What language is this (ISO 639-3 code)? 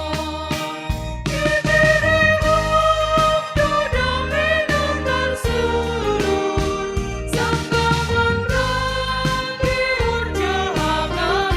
bts